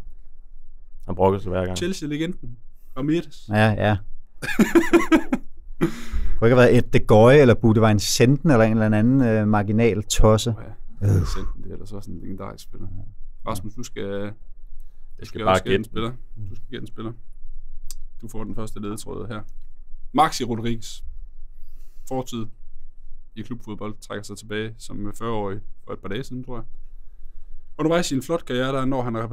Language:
Danish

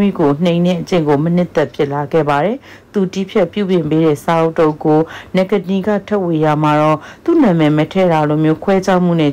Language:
Burmese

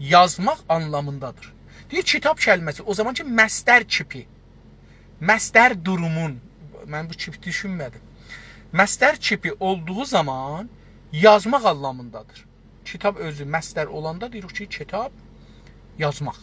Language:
South Azerbaijani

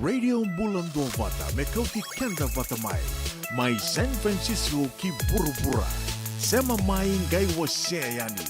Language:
Fijian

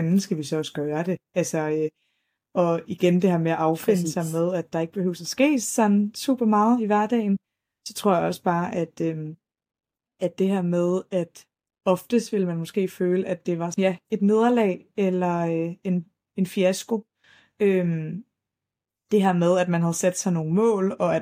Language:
Danish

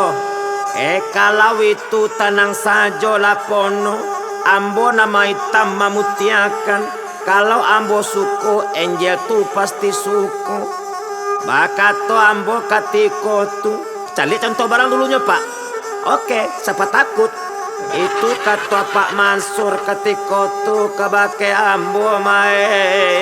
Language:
Minangkabau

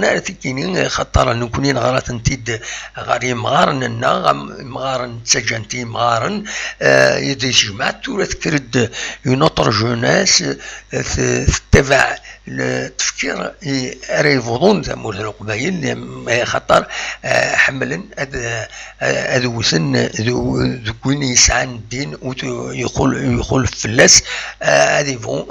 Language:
Kabyle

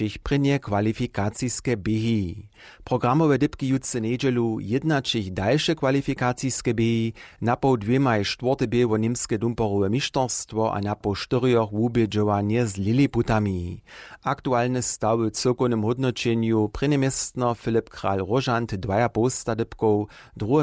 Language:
Upper Sorbian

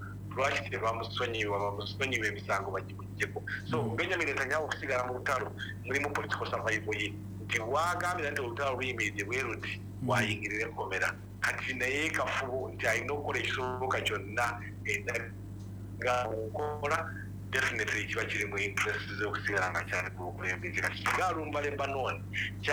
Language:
Ganda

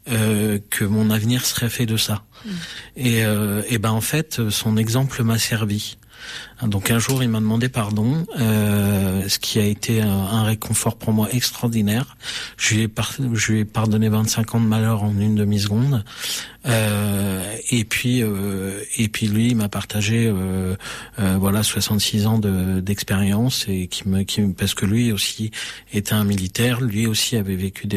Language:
French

